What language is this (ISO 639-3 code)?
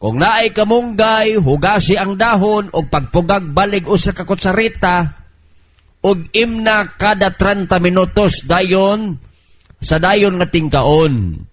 ceb